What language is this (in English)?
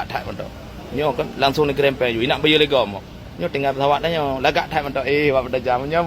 Achinese